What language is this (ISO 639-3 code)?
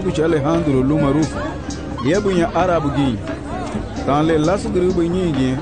cab